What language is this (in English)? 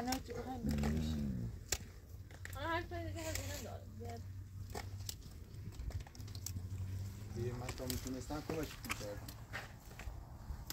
Persian